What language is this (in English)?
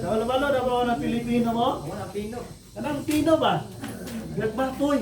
Cebuano